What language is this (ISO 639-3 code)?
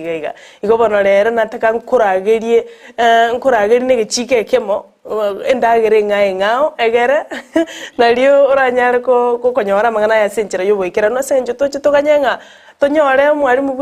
guz